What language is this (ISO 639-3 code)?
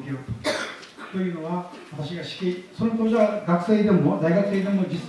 jpn